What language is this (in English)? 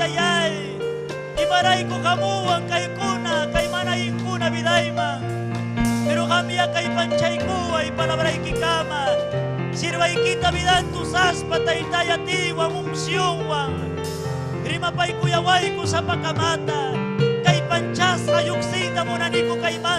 Ayacucho Quechua